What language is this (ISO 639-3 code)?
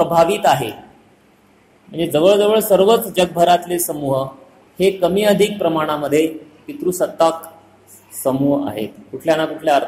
mar